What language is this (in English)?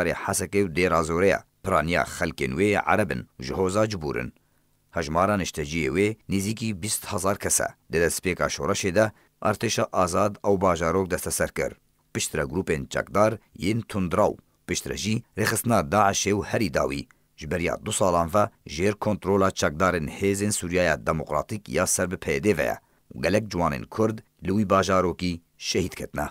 Kurdish